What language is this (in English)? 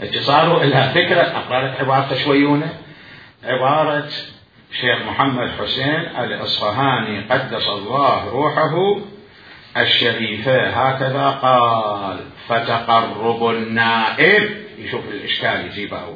Mesopotamian Arabic